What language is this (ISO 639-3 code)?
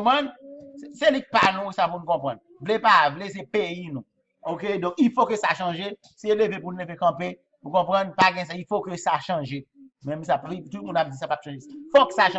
hat